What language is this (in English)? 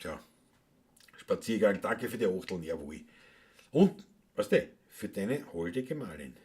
Bavarian